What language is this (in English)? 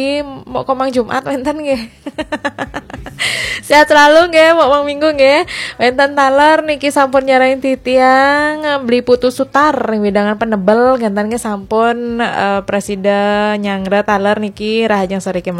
Balinese